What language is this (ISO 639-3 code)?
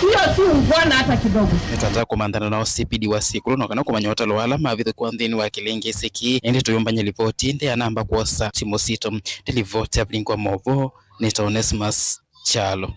kam